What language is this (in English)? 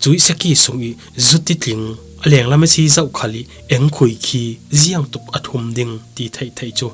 Falam Chin